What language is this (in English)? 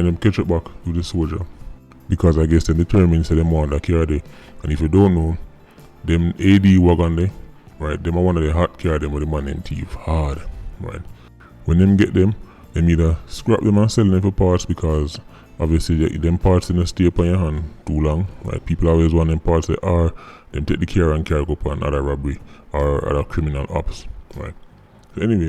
Jamaican Creole English